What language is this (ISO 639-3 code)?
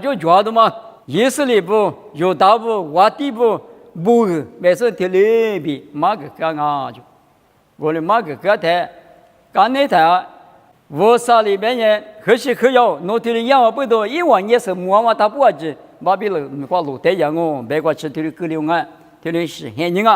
lis